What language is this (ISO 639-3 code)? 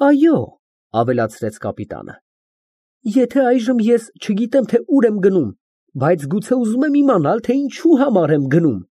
hye